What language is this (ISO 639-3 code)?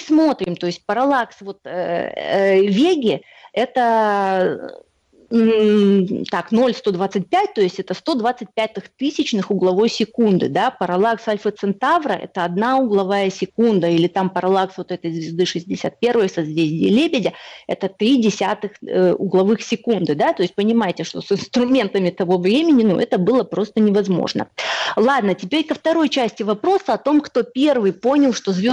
rus